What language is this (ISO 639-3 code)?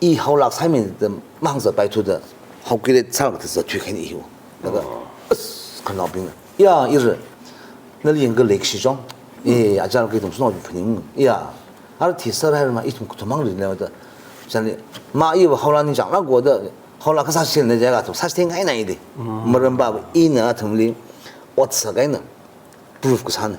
nmf